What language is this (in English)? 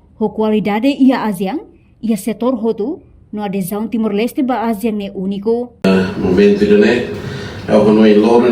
Tetum